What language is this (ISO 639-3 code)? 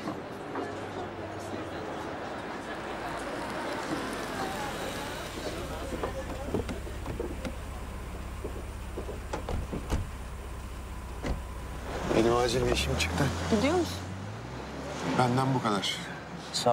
tur